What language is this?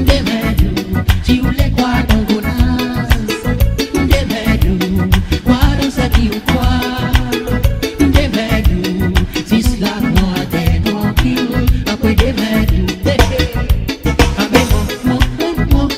Seselwa Creole French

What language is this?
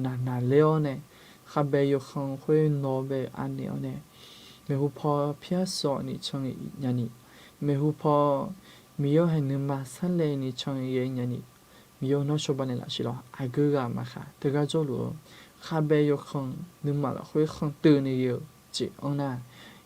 Akha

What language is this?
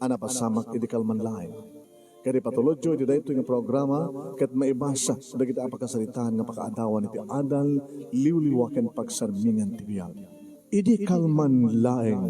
Iloko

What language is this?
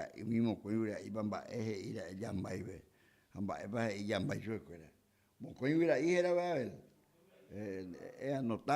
Guarani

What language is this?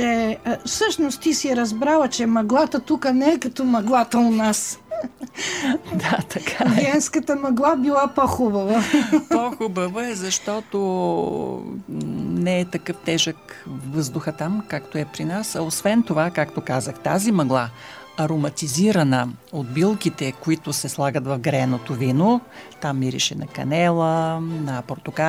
Bulgarian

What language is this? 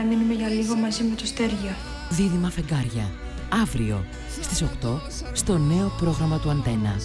Greek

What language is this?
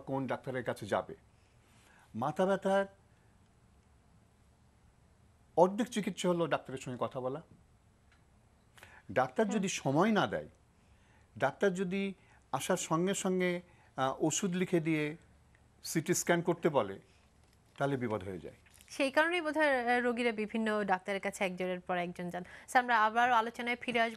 Bangla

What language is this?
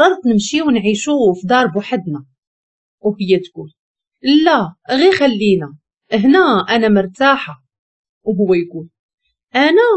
Moroccan Arabic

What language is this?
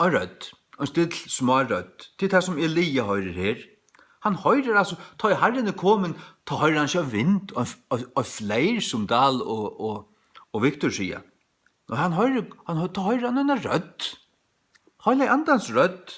Faroese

